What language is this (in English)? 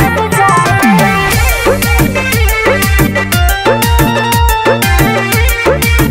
Bhojpuri